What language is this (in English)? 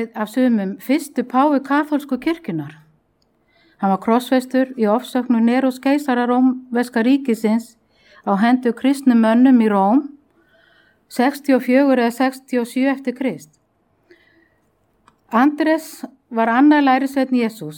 Icelandic